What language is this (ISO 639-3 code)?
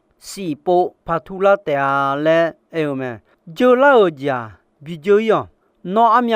ahk